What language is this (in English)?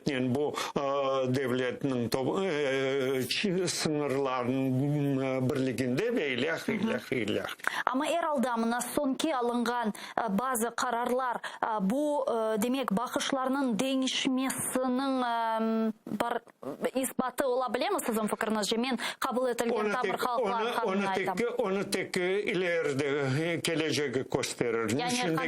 Crimean Tatar